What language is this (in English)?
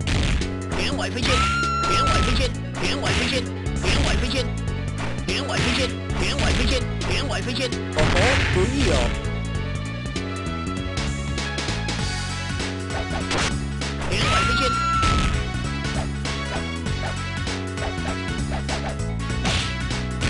Chinese